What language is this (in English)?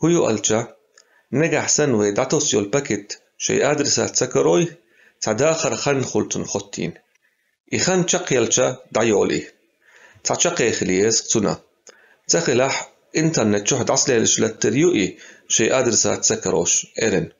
Chechen